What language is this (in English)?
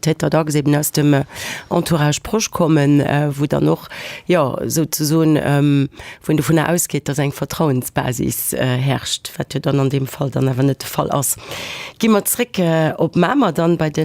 Luxembourgish